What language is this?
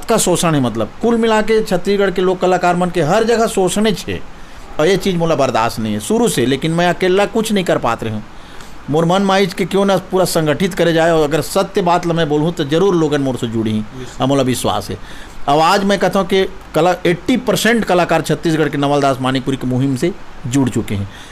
Chhattisgarhi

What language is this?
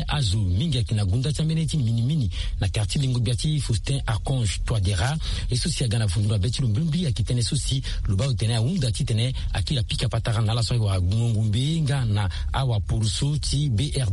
Sango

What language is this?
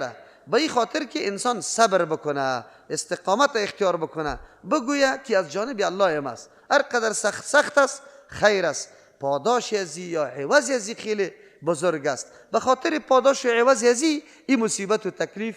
Persian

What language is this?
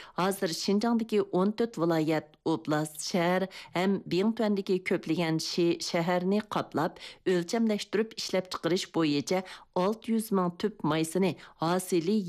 Uyghur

